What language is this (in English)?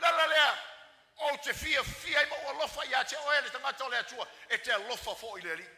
Samoan